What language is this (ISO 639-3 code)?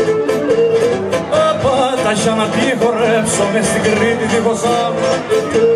ell